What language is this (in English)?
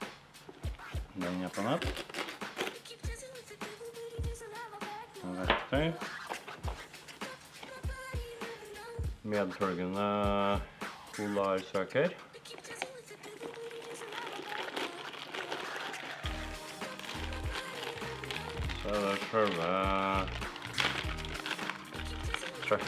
Norwegian